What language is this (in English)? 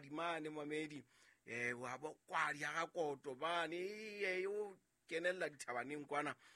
Southern Sotho